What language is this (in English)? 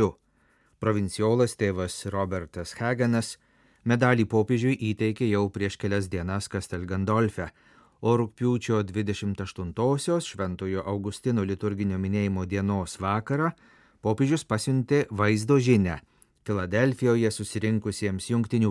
Lithuanian